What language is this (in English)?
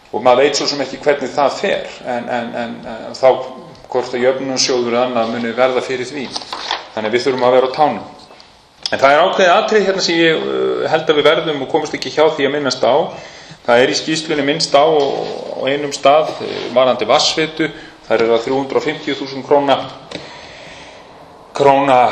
Icelandic